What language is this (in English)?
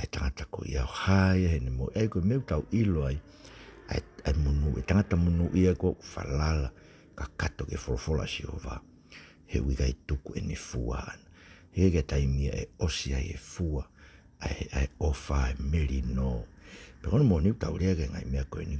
Tongan